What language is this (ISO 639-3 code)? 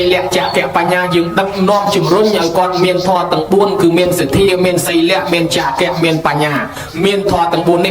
khm